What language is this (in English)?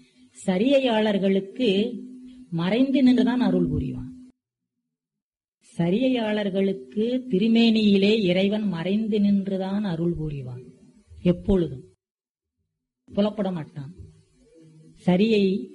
Tamil